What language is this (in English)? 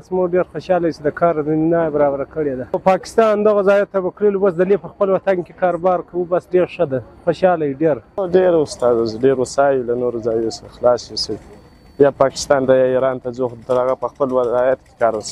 Pashto